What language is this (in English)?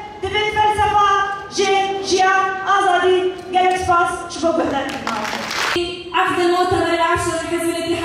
Kurdish